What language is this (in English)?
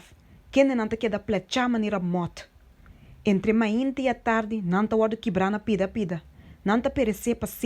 Papiamento